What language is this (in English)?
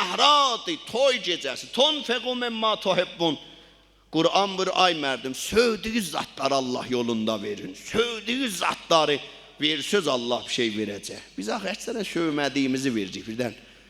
South Azerbaijani